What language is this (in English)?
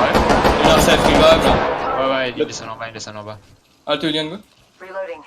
Morisyen